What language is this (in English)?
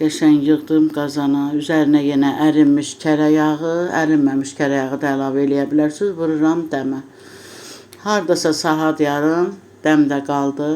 Azerbaijani